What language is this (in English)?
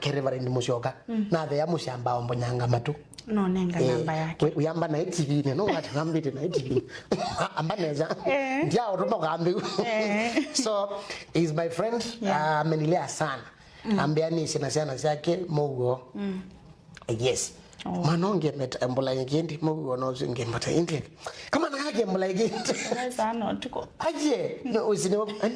Kamba